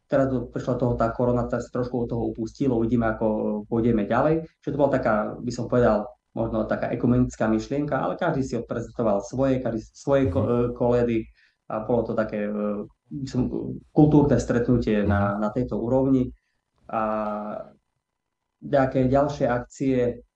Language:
Slovak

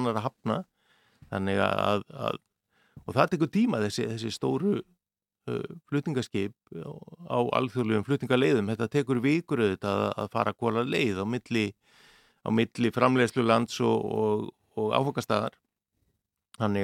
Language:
Icelandic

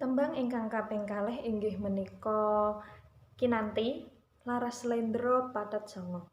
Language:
Javanese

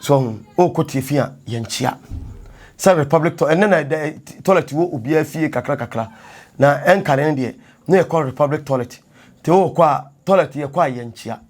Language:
Akan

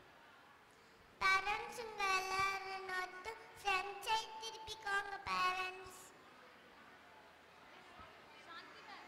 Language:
Tamil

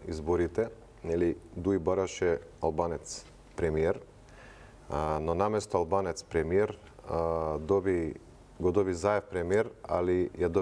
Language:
Macedonian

